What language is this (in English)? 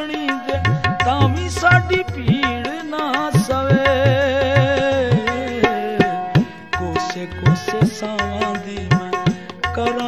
Punjabi